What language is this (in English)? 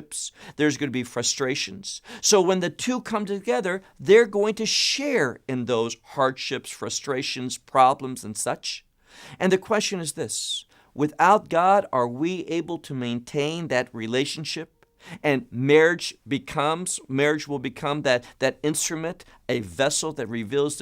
English